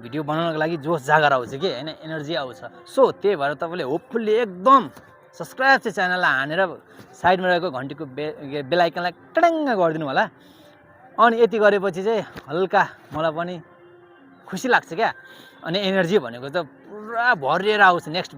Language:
Nepali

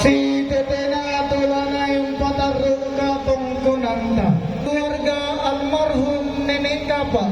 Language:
Toraja-Sa'dan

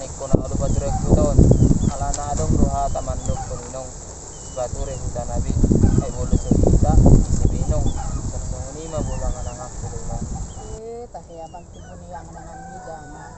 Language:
Batak Toba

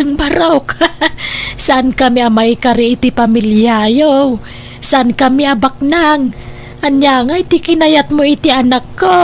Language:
Iloko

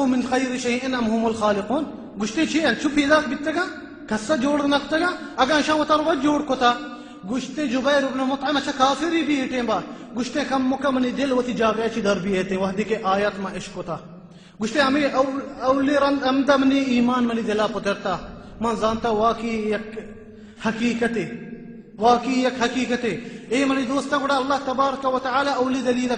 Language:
Baluchi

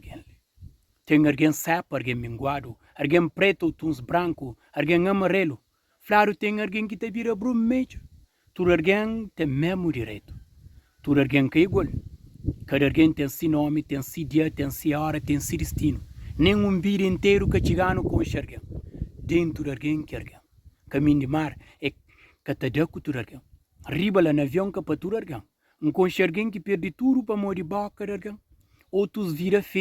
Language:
Kabuverdianu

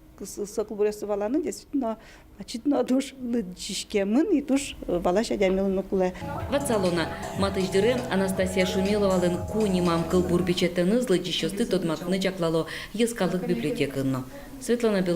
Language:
Udmurt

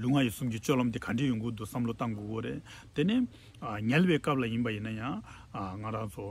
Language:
Tibetan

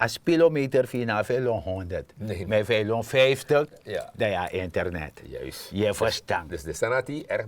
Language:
Sranan Tongo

